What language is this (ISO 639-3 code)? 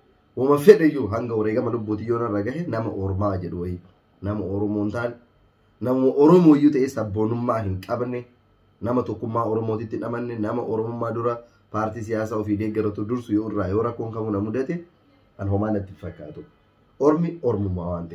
orm